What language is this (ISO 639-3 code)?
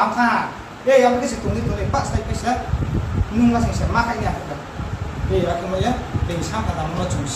ria